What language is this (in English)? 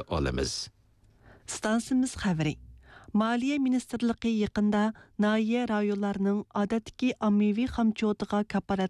Uyghur